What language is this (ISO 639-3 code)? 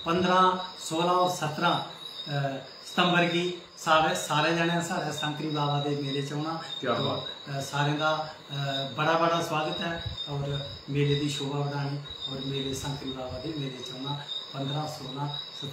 doi